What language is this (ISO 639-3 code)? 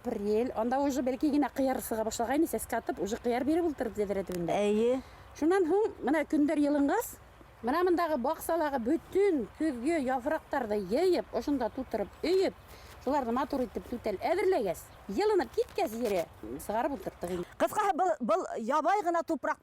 bak